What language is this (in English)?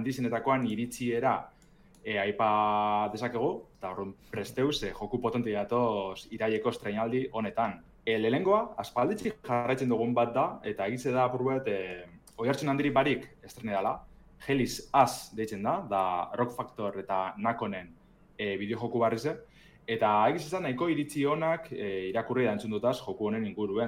Basque